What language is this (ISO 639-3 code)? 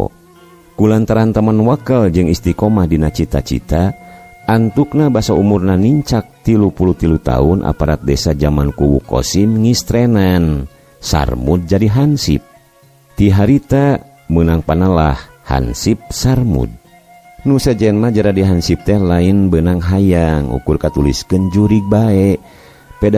sun